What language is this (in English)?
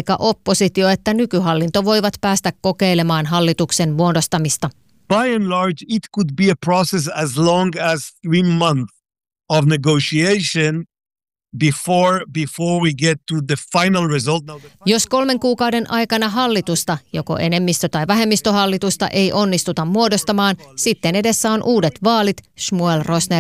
Finnish